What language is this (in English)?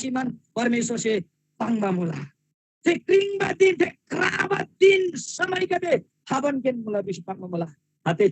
Eastern Tamang